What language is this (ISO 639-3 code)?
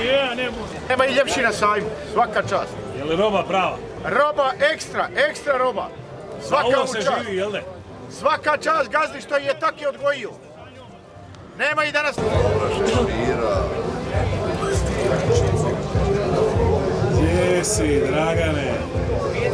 hrv